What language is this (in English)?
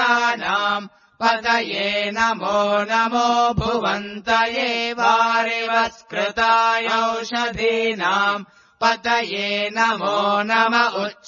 Sanskrit